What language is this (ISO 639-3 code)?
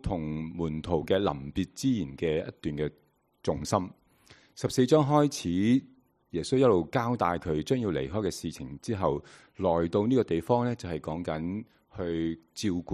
yue